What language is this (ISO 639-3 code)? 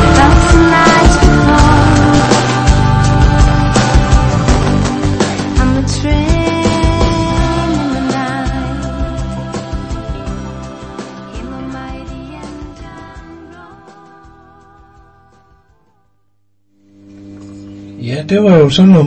dan